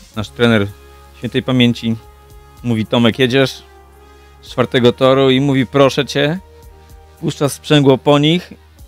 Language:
Polish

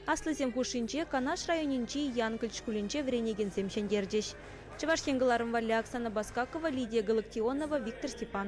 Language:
Chuvash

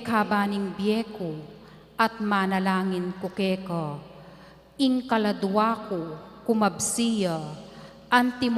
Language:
Pampanga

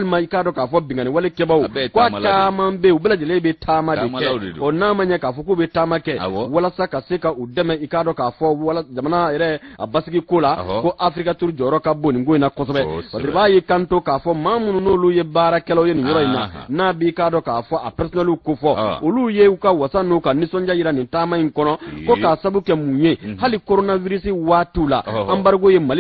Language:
Bambara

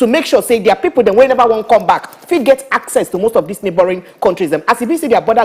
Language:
Nigerian Pidgin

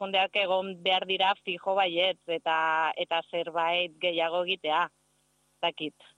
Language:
Basque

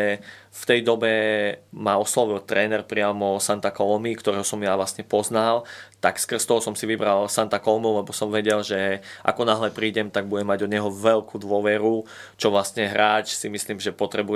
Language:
Slovak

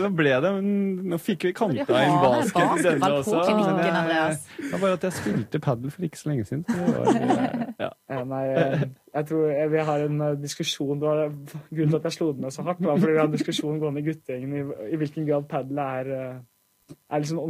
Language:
Norwegian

